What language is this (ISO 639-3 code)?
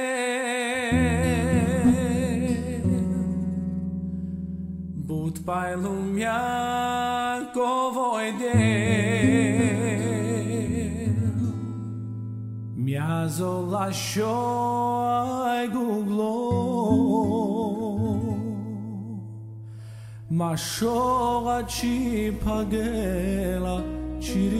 ron